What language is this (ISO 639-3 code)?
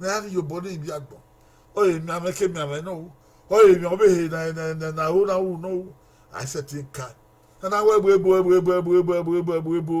bin